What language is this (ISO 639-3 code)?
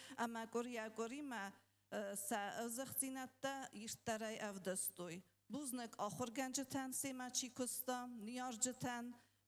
oss